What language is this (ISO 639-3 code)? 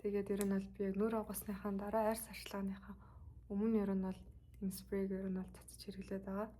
mon